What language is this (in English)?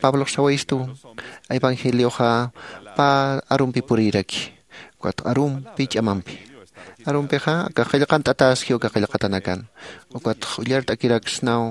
Aymara